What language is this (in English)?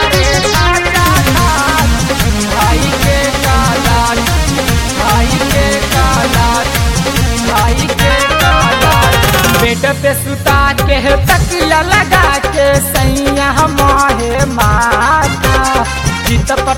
Bhojpuri